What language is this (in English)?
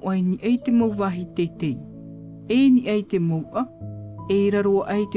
Tahitian